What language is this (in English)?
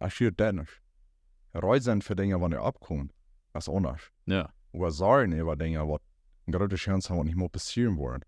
Plautdietsch